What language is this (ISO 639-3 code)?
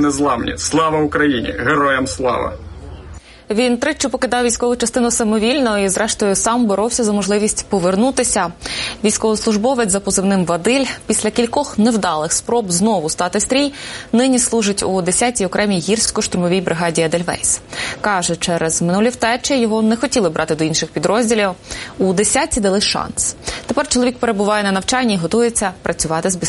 ukr